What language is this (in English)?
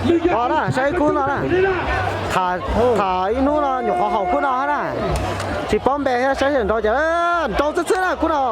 Hmong